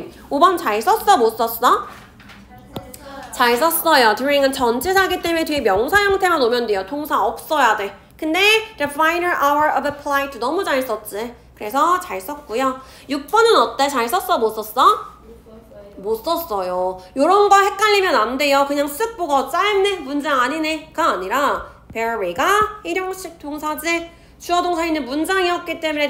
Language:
Korean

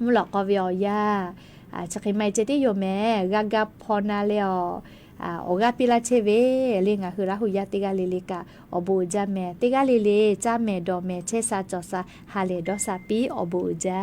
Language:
Lahu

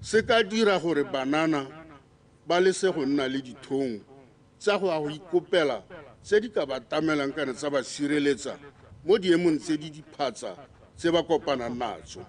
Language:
Tswana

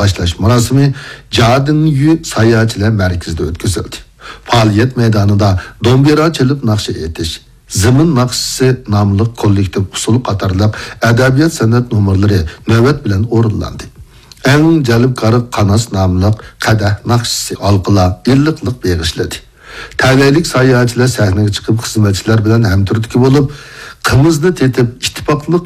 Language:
Uyghur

